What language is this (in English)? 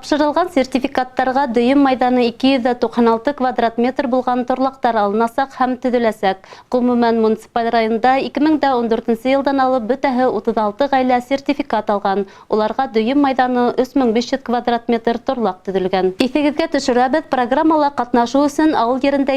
Bashkir